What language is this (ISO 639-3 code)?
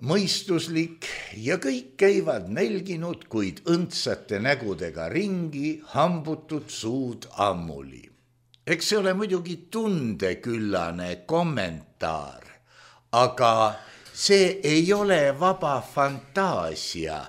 est